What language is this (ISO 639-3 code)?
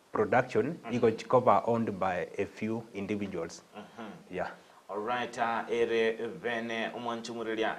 guz